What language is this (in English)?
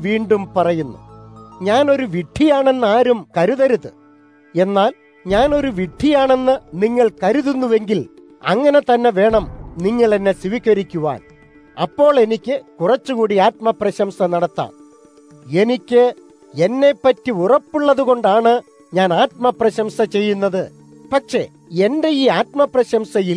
Malayalam